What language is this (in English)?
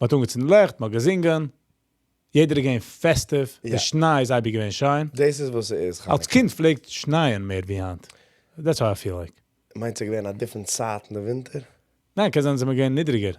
Yiddish